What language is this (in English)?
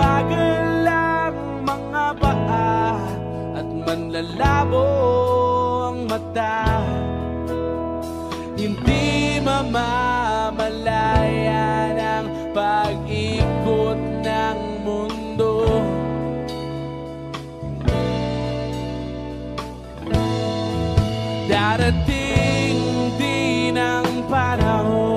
Filipino